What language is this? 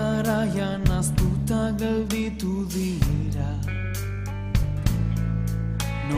Basque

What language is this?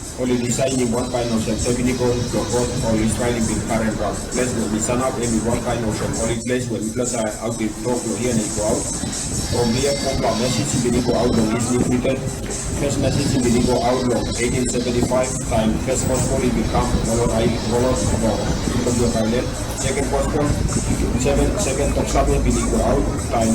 Tok Pisin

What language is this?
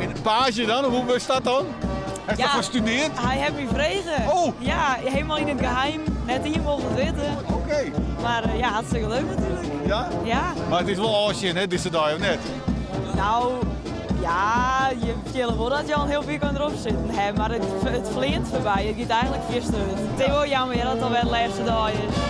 Western Frisian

